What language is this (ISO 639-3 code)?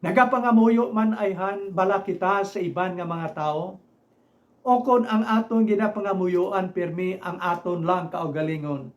hil